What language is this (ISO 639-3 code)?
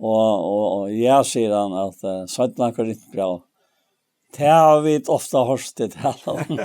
fao